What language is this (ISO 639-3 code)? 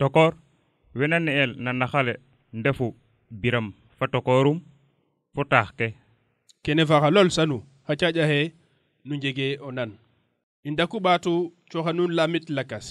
srr